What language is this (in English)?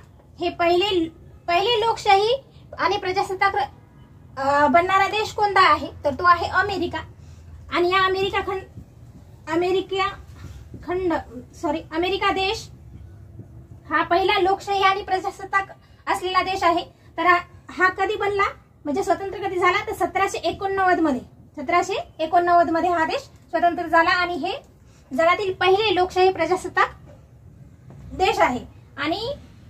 Marathi